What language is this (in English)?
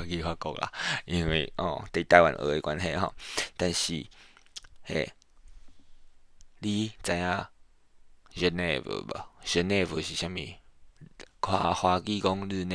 Min Nan Chinese